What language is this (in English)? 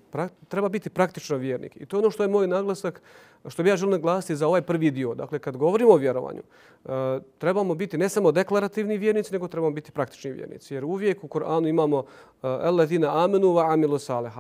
Bosnian